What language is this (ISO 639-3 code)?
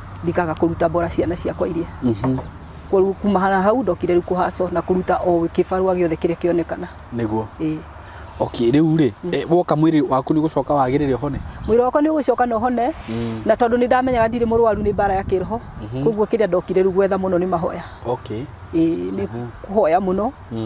kik